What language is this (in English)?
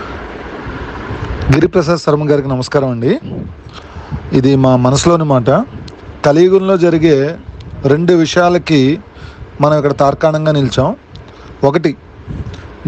Telugu